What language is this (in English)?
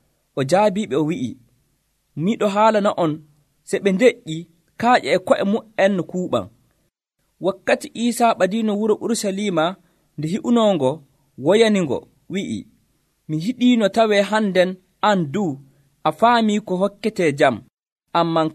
Nigerian Fulfulde